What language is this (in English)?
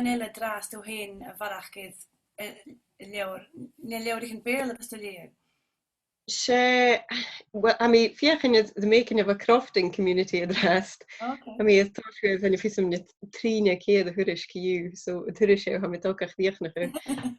Scottish Gaelic